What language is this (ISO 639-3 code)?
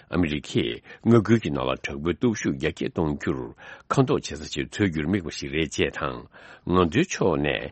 bod